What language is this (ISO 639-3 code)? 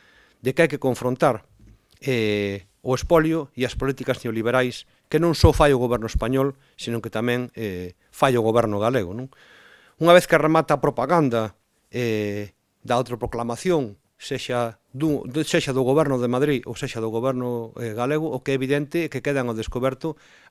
glg